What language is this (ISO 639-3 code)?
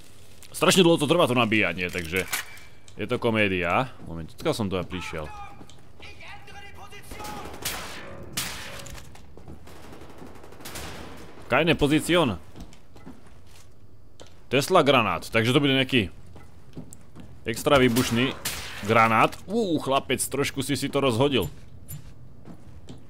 slk